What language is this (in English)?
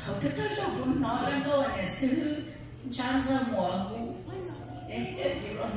Hmong